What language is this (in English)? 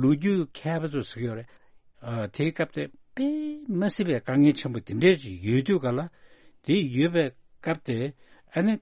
Tibetan